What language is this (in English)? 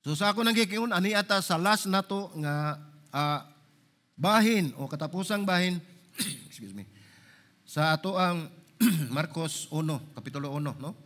Cebuano